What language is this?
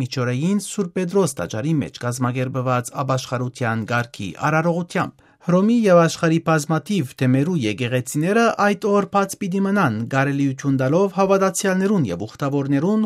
Armenian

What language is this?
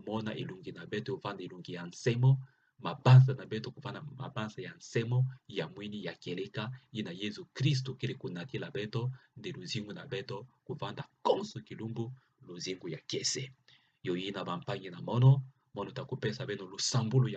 Kituba (Democratic Republic of Congo)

